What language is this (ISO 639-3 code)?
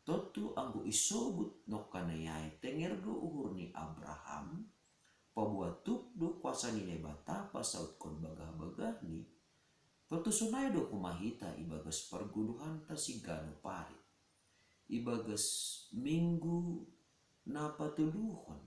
bts